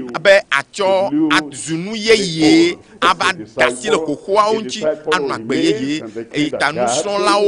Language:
Ewe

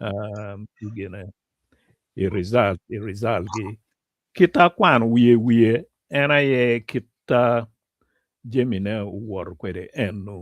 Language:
Acoli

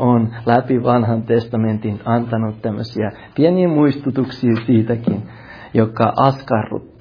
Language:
Finnish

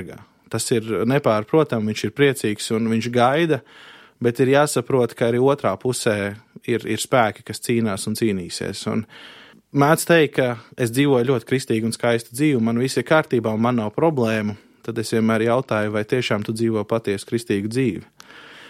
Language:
Latvian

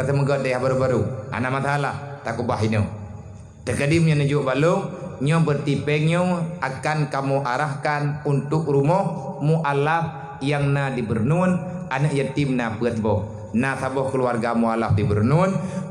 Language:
Achinese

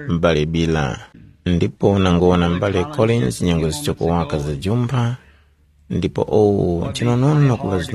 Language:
Tumbuka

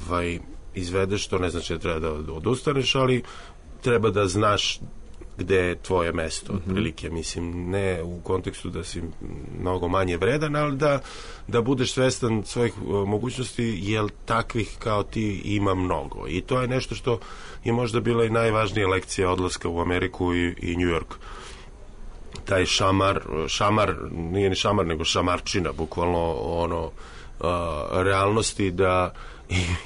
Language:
Serbian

